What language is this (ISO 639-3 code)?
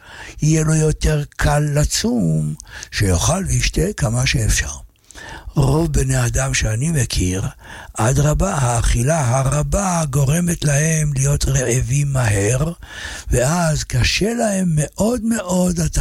heb